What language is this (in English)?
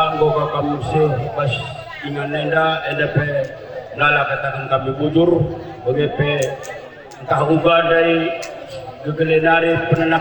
Batak Karo